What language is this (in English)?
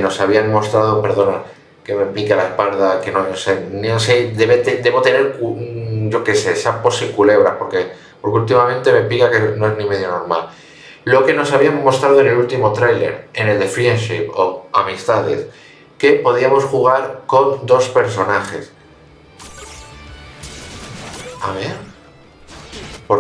Spanish